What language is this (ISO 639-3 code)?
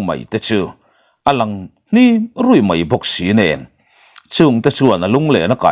lus